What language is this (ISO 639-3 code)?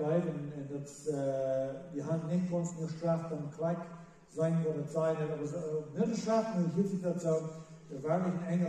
pdt